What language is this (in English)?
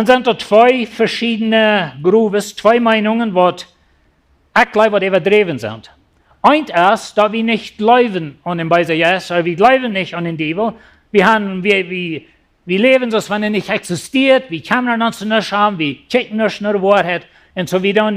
Plautdietsch